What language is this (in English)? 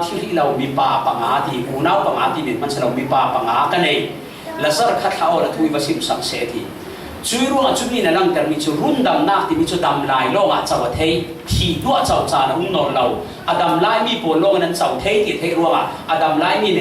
Falam Chin